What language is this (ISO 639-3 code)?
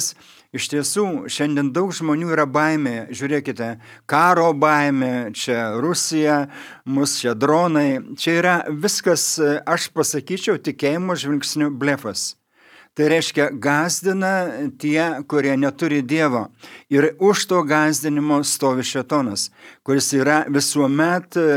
lit